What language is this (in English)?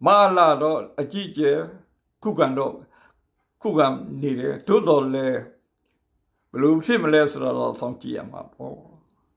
Burmese